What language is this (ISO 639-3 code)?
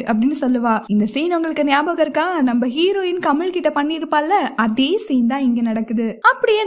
tam